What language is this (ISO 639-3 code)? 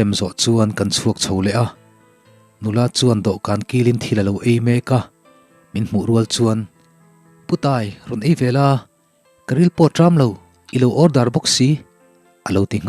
lus